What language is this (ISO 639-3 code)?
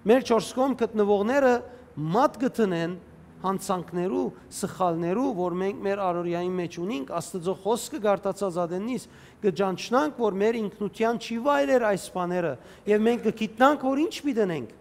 hyw